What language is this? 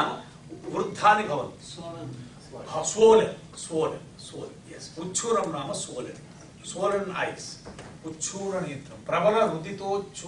Sanskrit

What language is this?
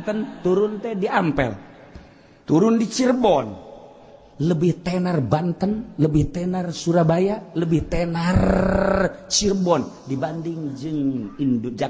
Sundanese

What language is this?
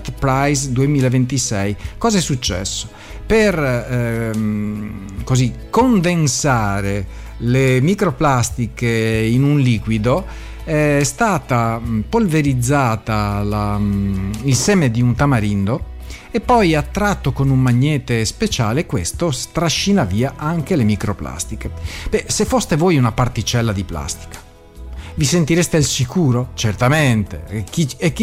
Italian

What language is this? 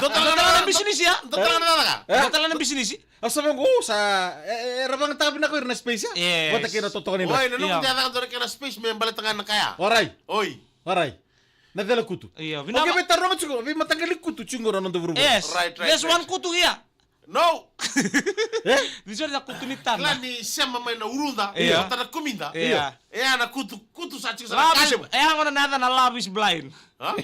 Fijian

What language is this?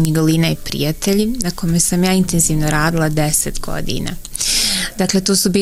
Bosnian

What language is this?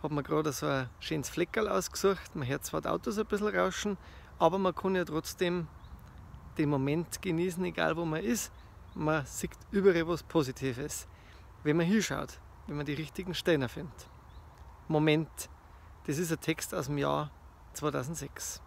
Bavarian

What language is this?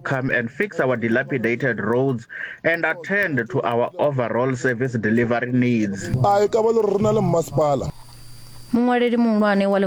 Venda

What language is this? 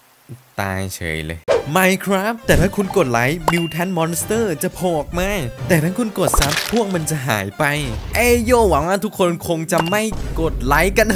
Thai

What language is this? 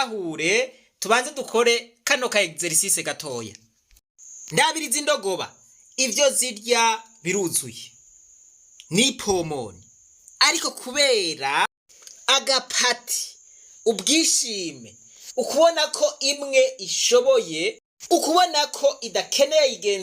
Rundi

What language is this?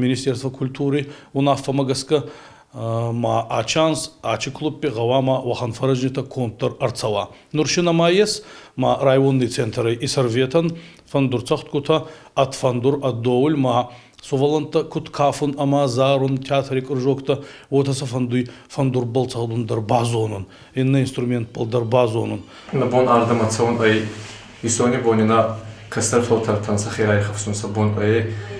Ossetic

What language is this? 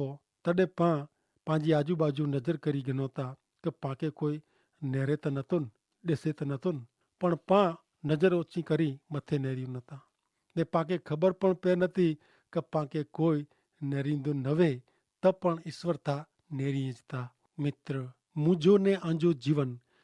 Kachhi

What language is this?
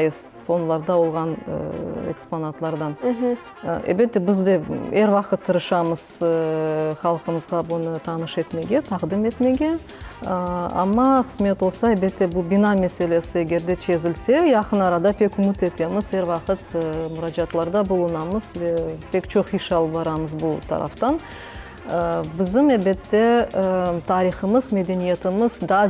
Crimean Tatar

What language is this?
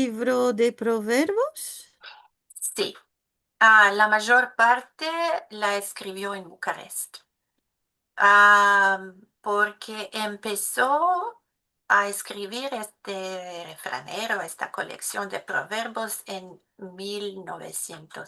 Ladino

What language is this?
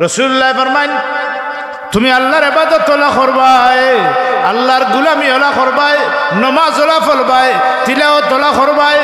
Sylheti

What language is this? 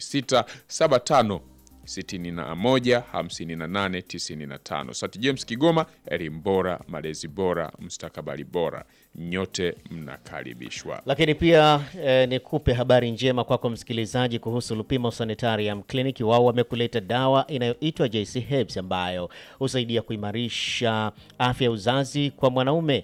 Swahili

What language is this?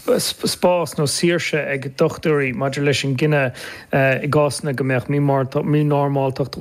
Irish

